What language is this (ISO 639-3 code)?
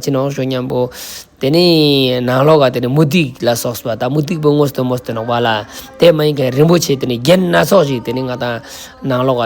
lbj